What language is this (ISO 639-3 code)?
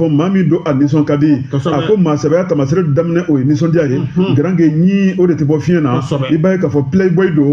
bam